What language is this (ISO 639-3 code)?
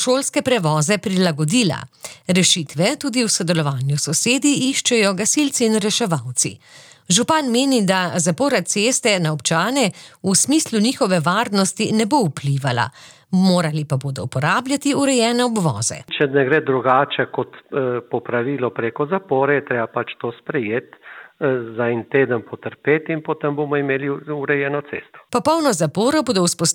slv